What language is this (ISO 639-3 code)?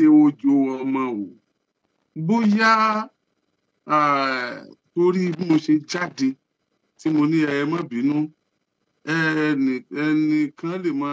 yor